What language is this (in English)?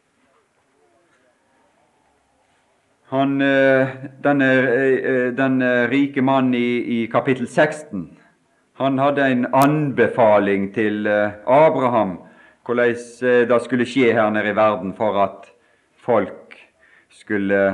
Norwegian